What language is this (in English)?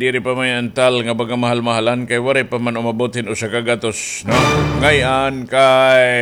Waray